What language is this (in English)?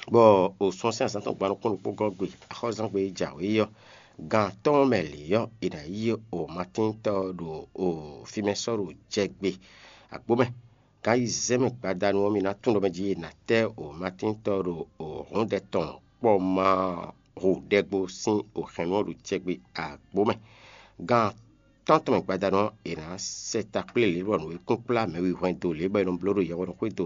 Fon